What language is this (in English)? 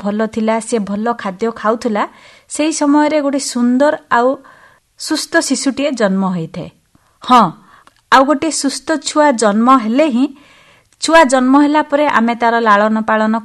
Odia